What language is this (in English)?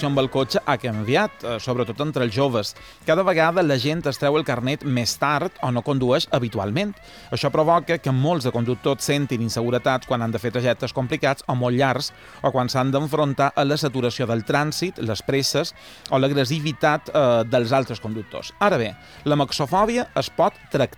Catalan